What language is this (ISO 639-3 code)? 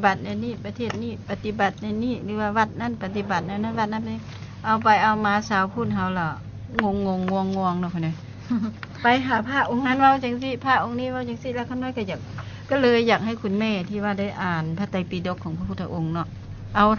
lao